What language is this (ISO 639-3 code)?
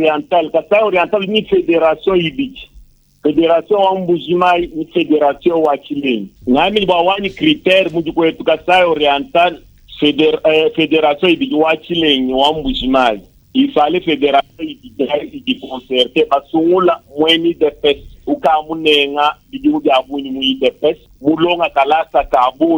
lua